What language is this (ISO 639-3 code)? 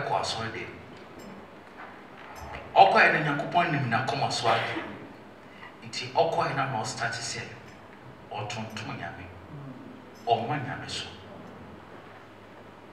aka